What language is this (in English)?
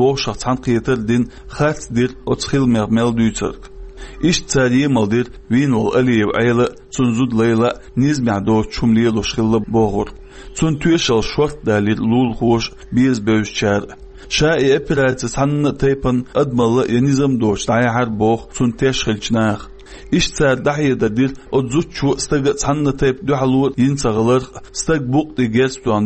Chechen